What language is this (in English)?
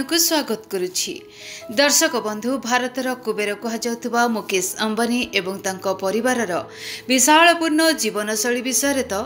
Odia